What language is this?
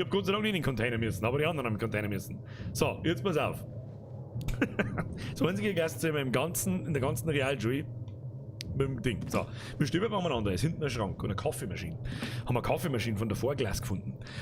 Bavarian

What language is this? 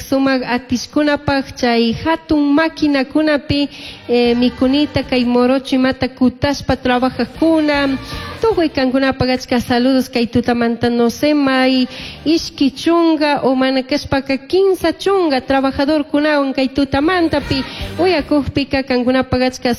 Chimborazo Highland Quichua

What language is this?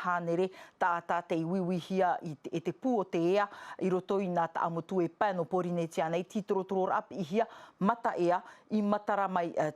Tahitian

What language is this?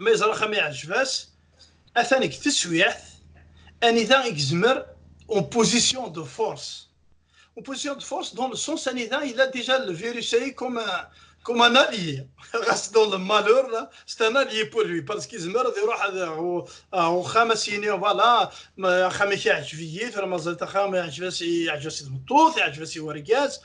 Kabyle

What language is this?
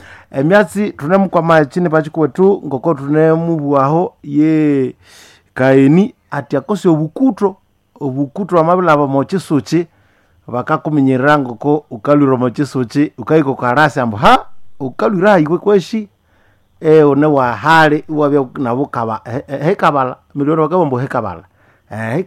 Nande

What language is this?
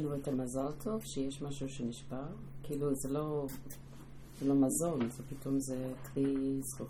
Hebrew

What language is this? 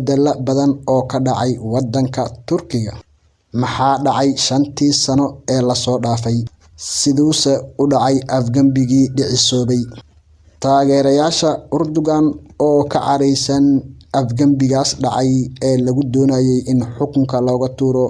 Somali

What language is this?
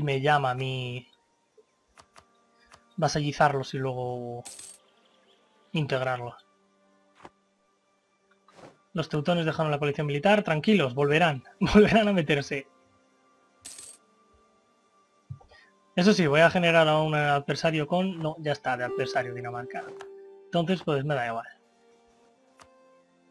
Spanish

